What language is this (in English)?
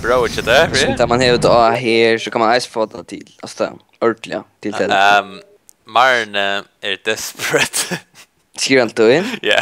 Faroese